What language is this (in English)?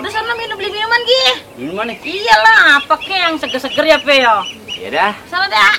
Betawi